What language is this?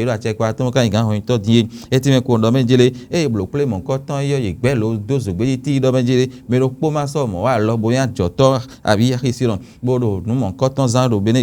Fon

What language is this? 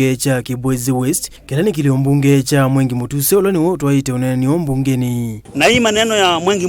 Kamba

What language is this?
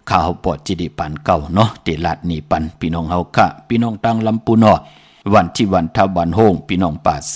Shan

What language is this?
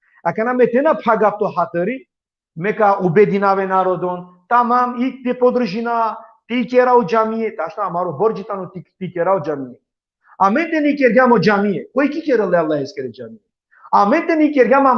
Balkan Romani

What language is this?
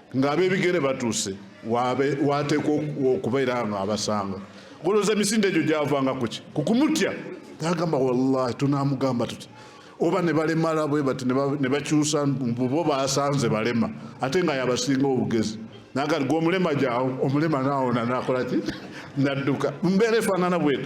Ganda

